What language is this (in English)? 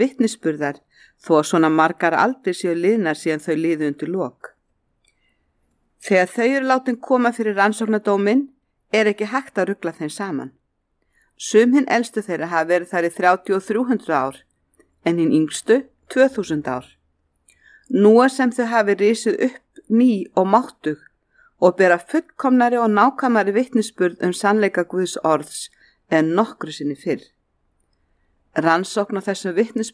Icelandic